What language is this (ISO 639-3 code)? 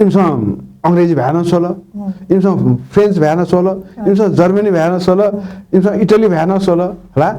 new